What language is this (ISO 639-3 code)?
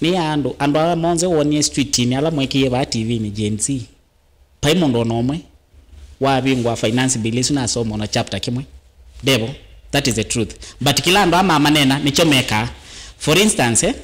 kam